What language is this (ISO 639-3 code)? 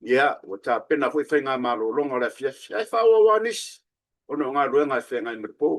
smo